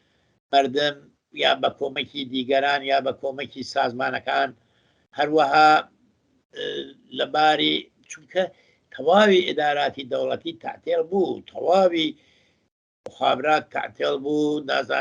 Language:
Central Kurdish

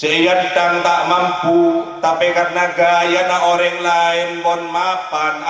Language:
Madurese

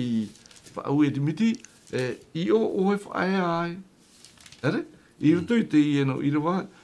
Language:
Tahitian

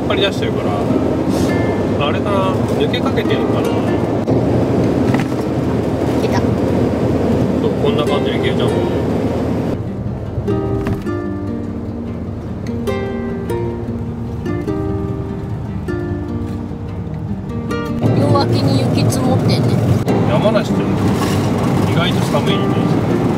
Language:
Japanese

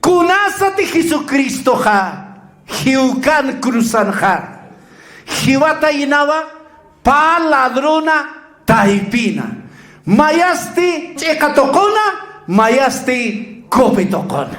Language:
Aymara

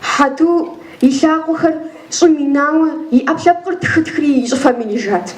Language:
Kabardian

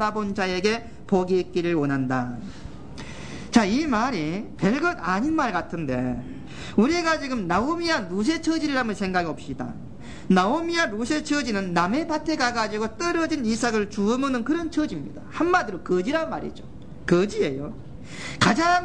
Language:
Korean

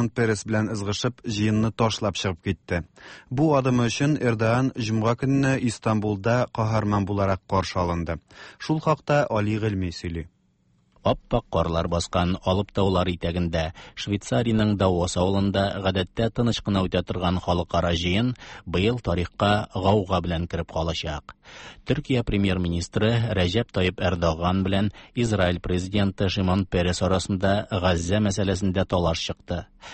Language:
Tatar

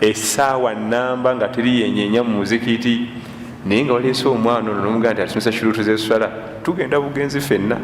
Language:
Ganda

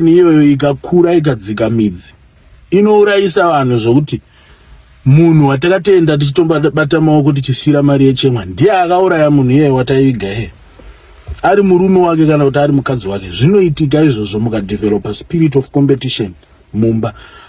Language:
Shona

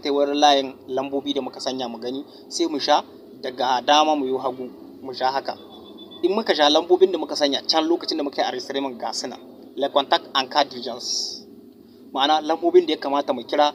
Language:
Hausa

